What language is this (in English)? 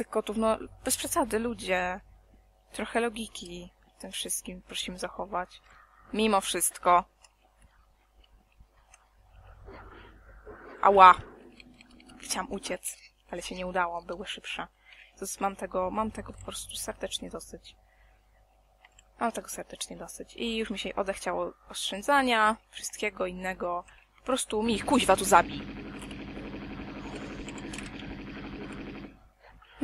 Polish